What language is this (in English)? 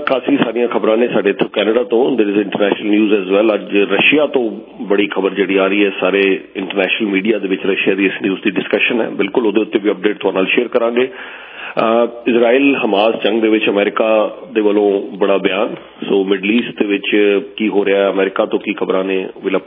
Punjabi